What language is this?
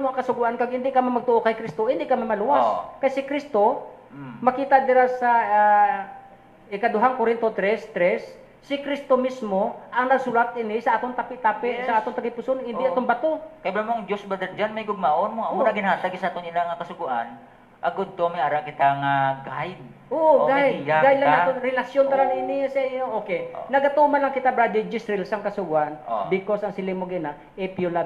Hiligaynon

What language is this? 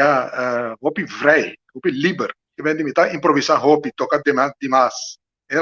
Papiamento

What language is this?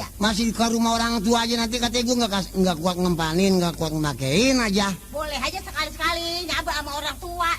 Betawi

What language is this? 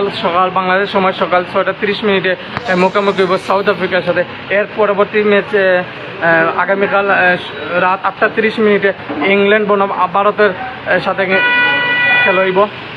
Bangla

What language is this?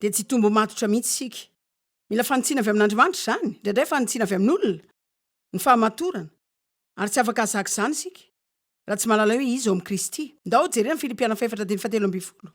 Malagasy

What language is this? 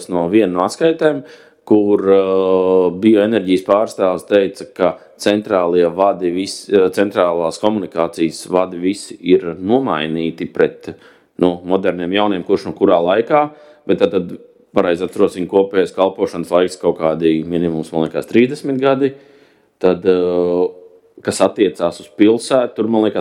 Latvian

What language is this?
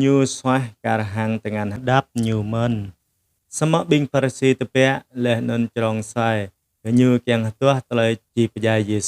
Jarai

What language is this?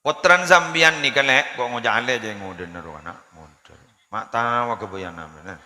Madurese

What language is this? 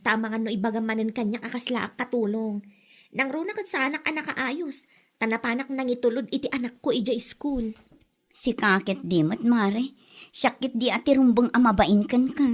Iloko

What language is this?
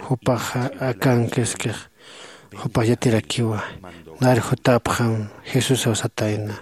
Aymara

